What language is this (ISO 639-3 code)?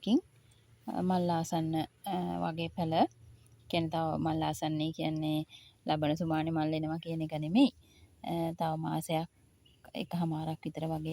sin